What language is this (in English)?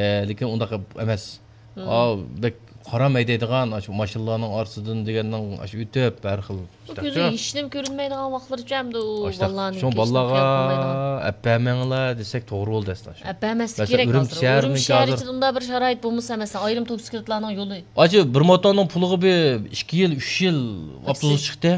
Uyghur